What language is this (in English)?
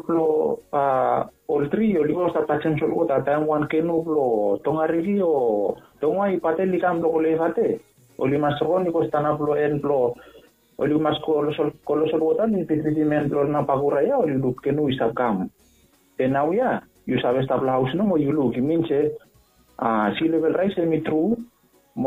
Bislama